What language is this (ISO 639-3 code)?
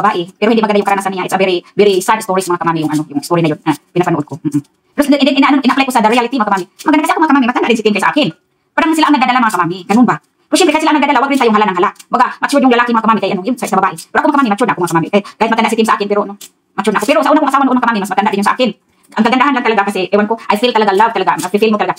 fil